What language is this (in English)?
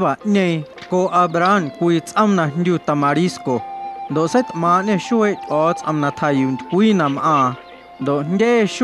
Guerrero Amuzgo